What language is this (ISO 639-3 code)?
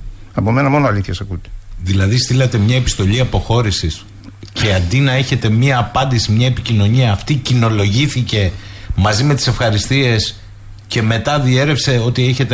ell